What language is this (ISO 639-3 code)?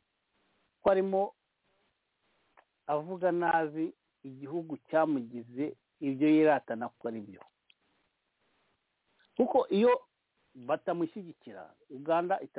kin